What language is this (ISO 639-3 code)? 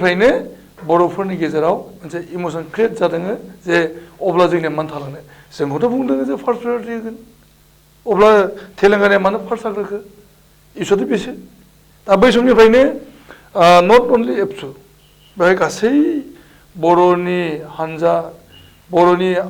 brx